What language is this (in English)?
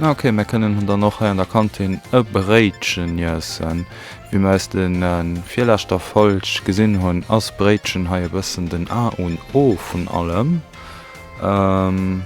Luxembourgish